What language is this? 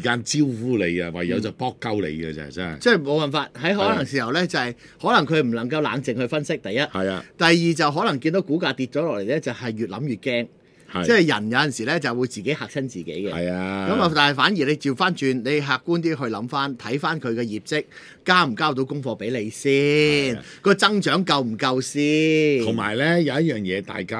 Cantonese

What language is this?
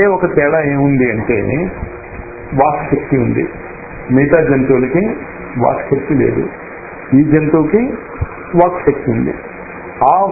Telugu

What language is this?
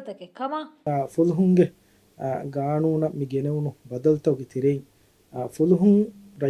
Divehi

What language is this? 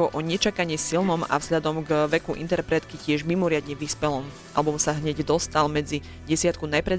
Slovak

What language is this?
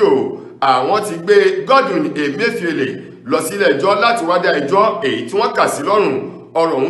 Yoruba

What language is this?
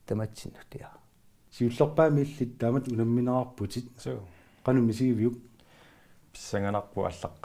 Kalaallisut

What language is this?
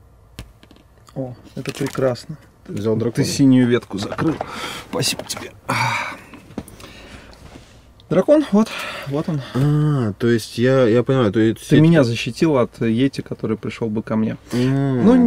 Russian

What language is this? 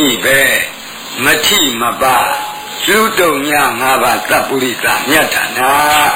Burmese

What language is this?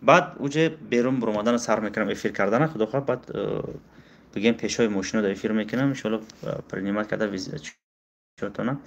Tajik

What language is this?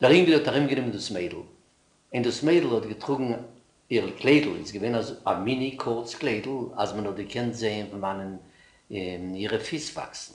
Yiddish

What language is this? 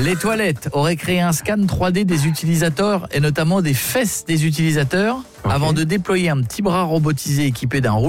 French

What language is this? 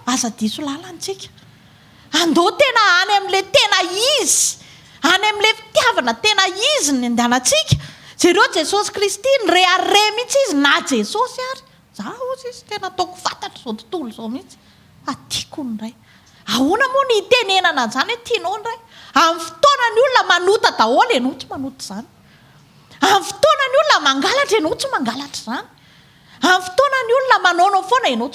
Malagasy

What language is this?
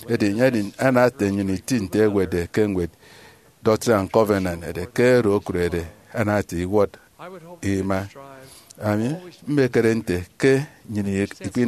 Efik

